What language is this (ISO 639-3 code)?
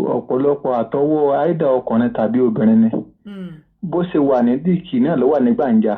yor